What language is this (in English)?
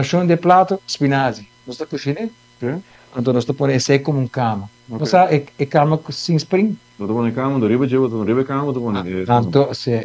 Papiamento